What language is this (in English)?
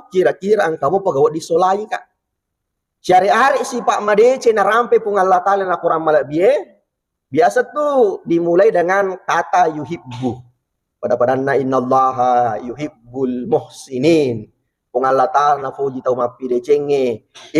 Buginese